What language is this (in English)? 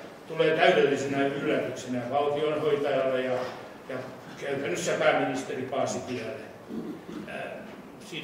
Finnish